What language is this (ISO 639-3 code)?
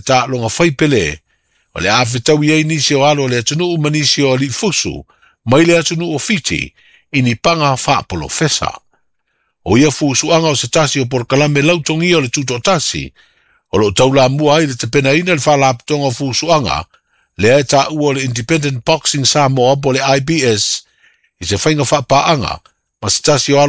smo